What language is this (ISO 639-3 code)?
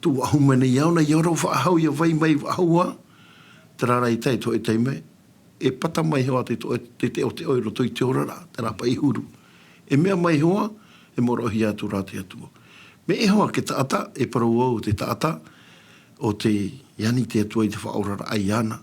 tah